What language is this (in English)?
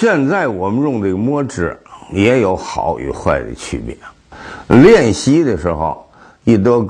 Chinese